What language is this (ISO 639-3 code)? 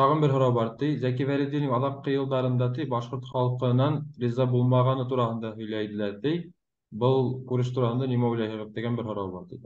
bak